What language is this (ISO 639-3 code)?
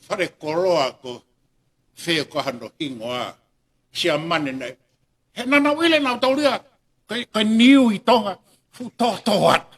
ton